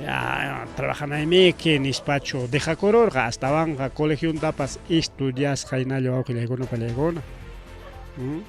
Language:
Ayacucho Quechua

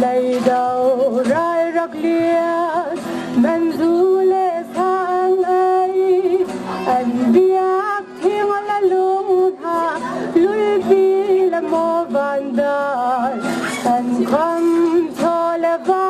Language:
Hakha Chin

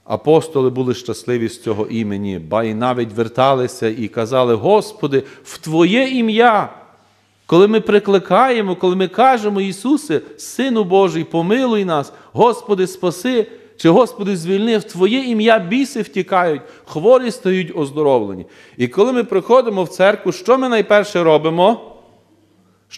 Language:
Ukrainian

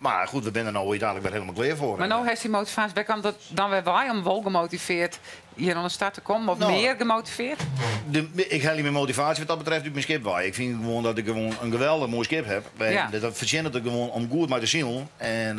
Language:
Western Frisian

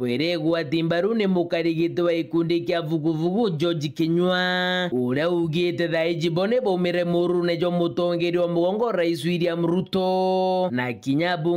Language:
Meru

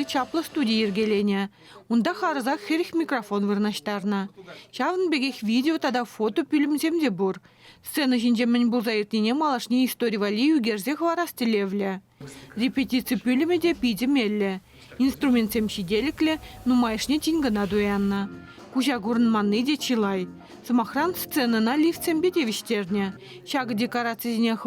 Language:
Chuvash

